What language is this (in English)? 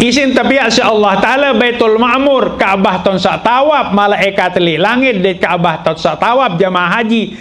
Sasak